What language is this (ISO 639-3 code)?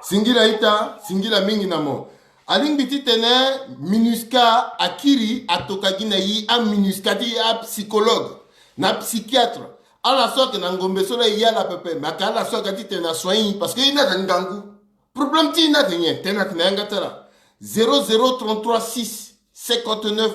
sag